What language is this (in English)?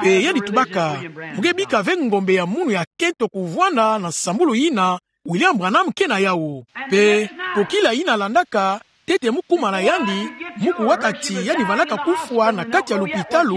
Kituba (Democratic Republic of Congo)